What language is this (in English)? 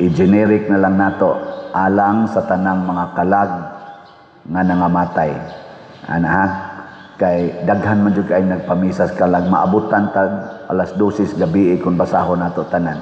Cebuano